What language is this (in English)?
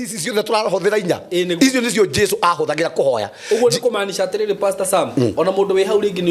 Kikuyu